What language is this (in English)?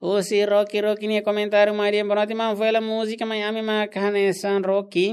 Tetum